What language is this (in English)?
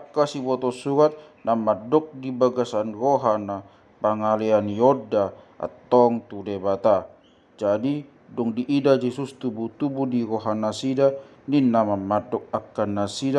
Batak Toba